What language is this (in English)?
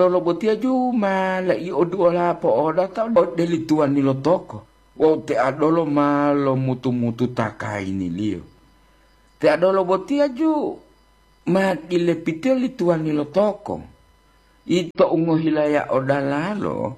Gorontalo